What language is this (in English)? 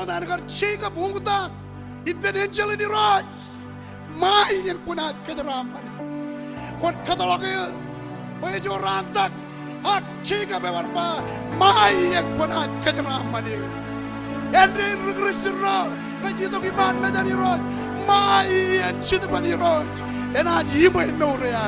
Marshallese